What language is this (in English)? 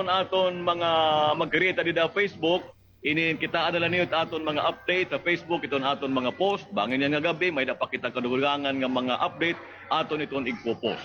Waray